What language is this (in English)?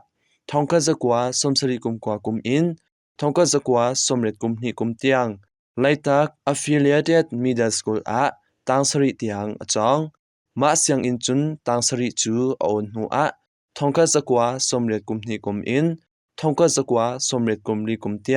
Hakha Chin